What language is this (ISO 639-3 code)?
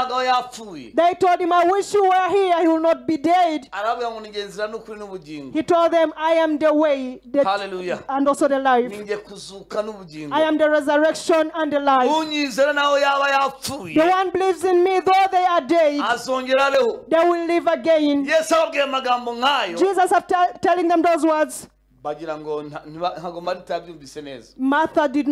kin